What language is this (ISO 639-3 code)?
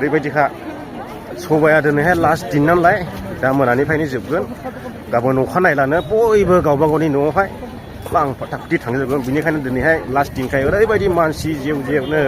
brx